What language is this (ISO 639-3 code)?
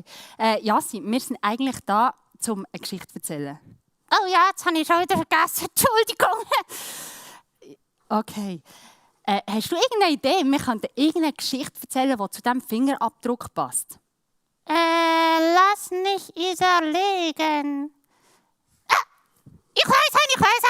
gsw